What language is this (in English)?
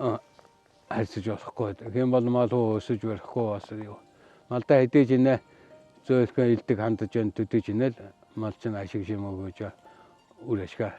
Mongolian